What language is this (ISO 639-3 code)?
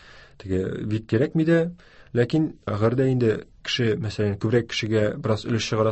tat